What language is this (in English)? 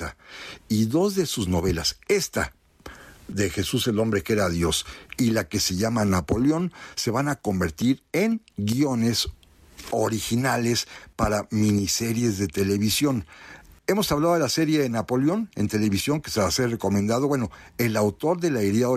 Spanish